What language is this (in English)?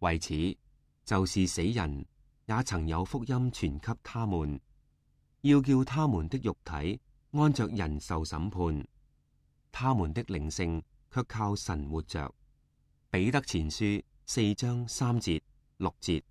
Cantonese